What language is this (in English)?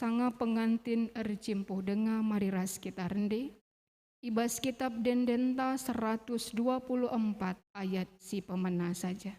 Batak Karo